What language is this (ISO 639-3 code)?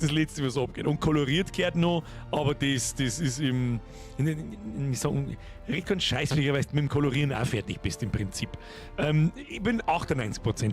bar